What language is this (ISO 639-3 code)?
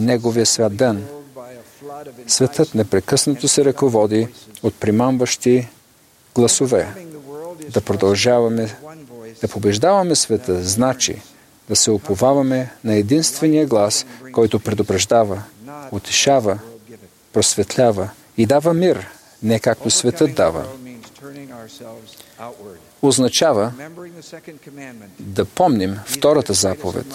bul